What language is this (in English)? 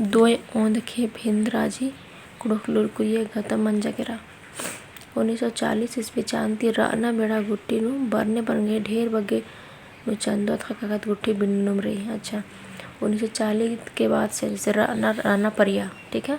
Kurukh